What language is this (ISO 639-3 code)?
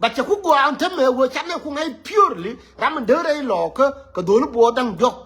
nus